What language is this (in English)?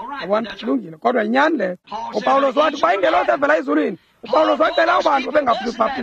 Xhosa